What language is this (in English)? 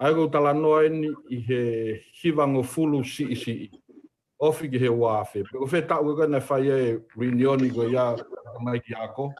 Tongan